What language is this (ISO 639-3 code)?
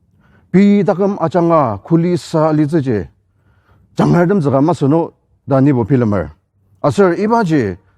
njo